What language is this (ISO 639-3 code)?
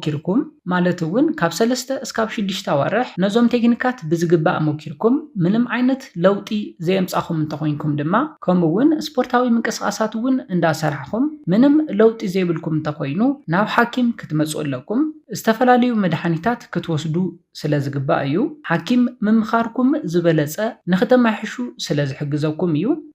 tir